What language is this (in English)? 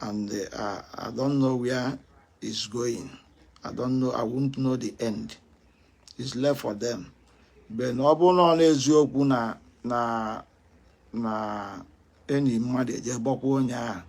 Igbo